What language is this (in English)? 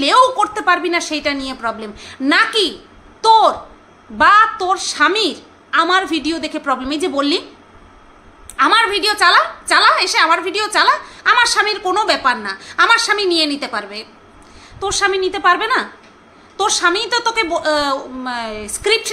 Bangla